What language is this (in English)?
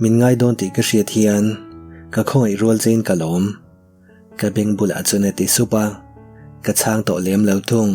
Mizo